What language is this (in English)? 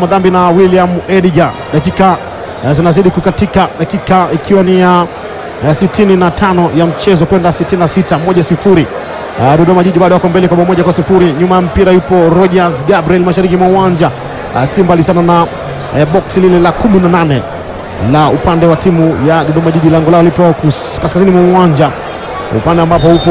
Swahili